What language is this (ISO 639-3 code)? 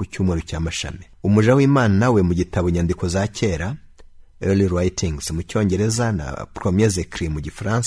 kin